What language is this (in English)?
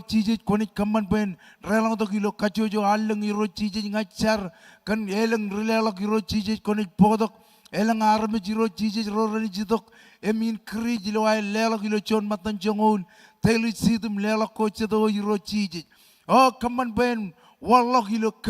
Marshallese